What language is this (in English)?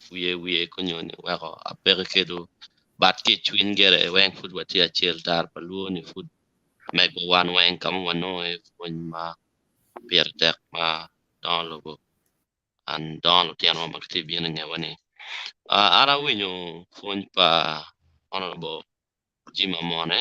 Acoli